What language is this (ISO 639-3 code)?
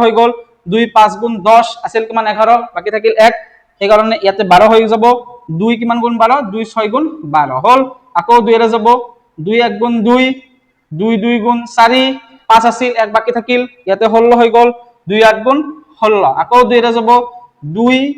asm